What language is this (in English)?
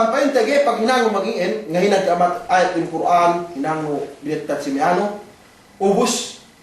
Yakan